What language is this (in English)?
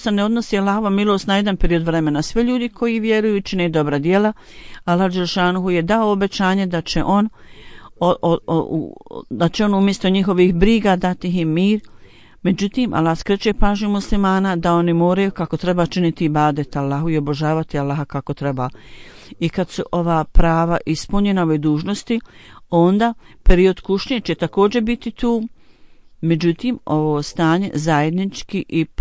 Bosnian